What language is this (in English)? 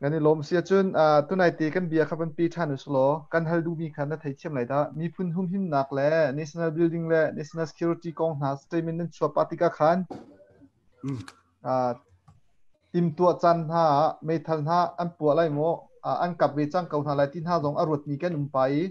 Hakha Chin